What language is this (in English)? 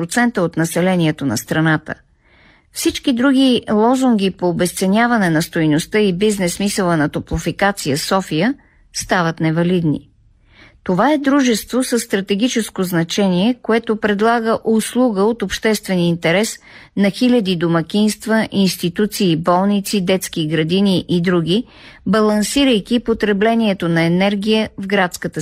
Bulgarian